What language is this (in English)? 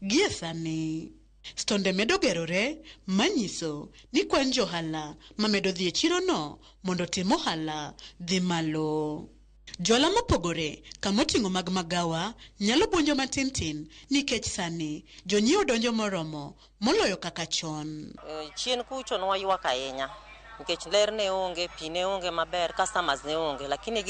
Luo (Kenya and Tanzania)